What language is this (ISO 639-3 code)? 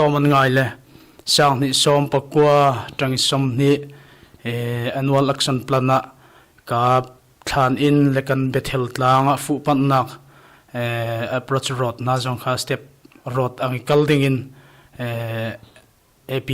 cnh